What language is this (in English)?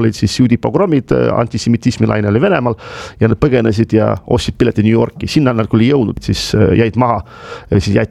Estonian